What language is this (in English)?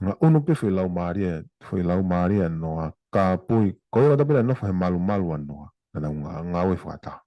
Tongan